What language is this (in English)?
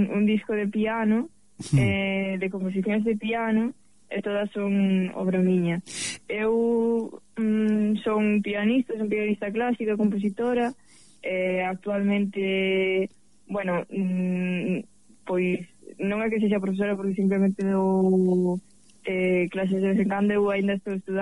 Galician